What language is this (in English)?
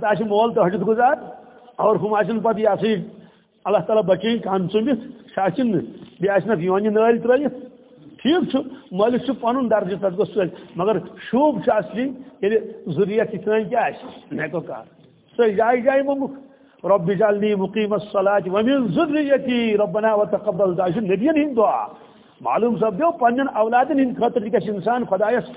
Kashmiri